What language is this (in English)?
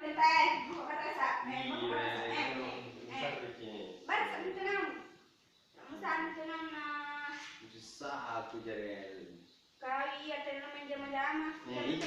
Minangkabau